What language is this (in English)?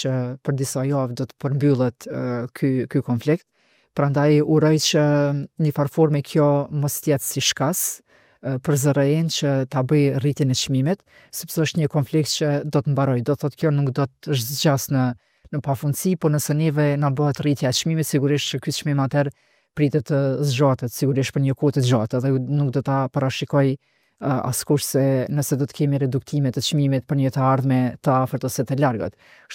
Albanian